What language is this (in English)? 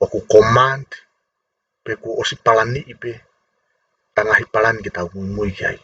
Tongan